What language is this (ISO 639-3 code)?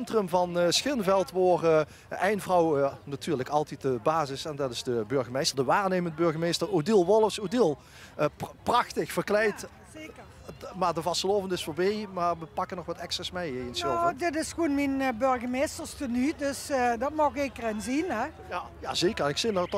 lim